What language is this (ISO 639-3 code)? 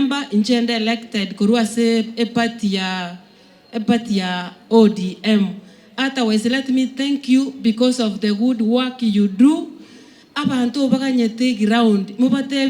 guz